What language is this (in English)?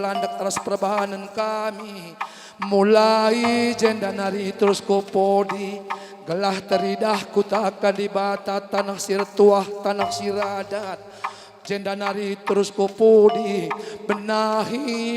Batak Karo